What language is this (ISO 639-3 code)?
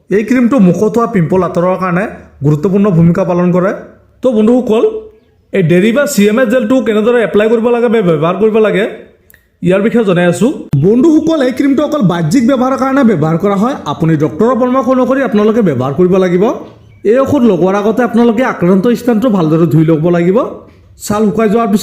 asm